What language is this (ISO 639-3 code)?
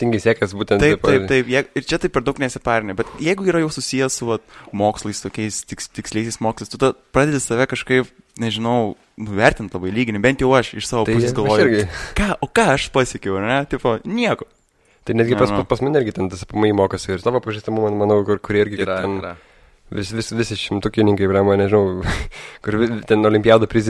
lit